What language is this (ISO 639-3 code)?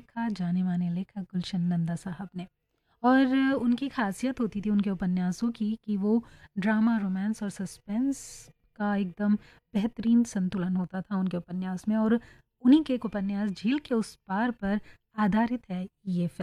hin